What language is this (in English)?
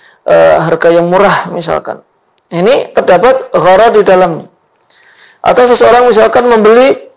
Indonesian